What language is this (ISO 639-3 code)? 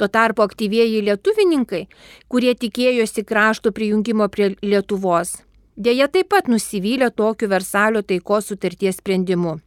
lit